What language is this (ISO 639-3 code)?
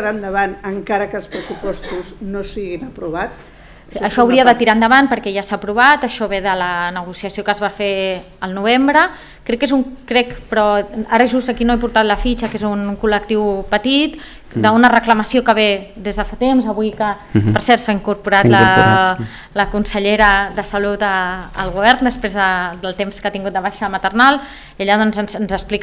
cat